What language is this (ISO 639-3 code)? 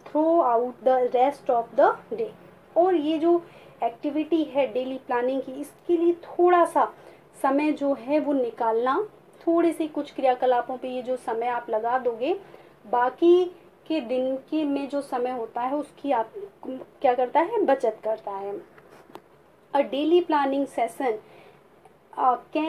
hin